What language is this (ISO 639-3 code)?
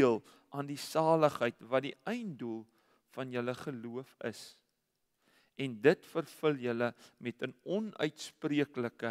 afr